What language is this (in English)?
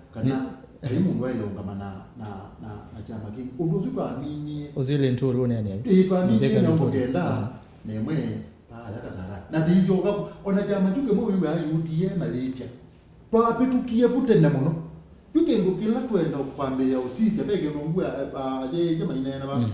Kamba